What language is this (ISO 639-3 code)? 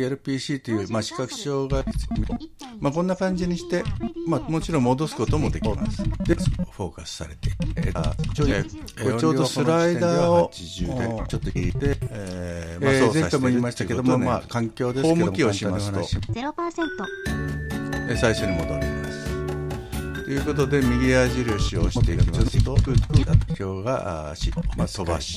jpn